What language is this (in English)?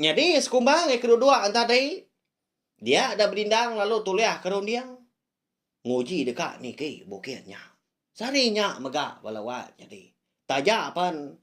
Iban